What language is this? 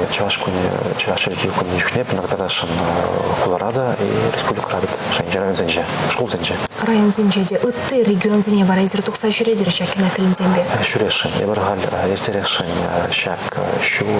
Chuvash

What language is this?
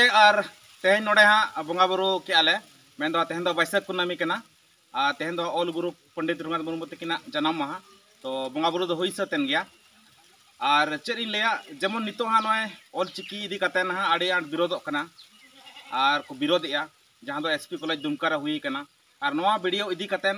Santali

